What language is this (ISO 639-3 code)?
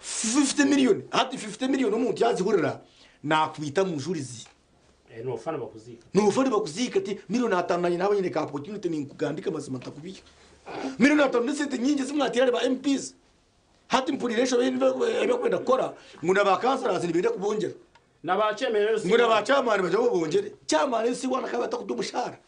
nyn